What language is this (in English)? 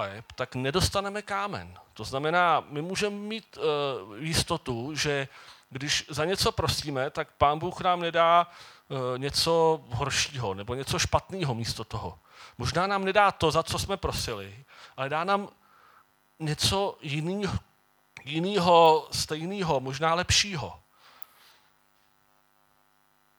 Czech